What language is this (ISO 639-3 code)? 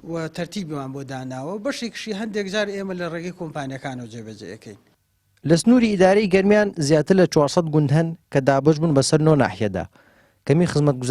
ckb